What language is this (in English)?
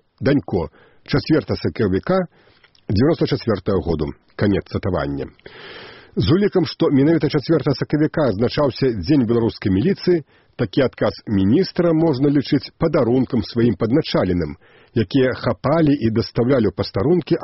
Belarusian